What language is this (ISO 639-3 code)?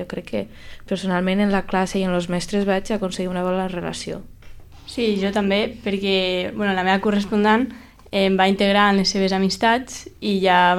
cat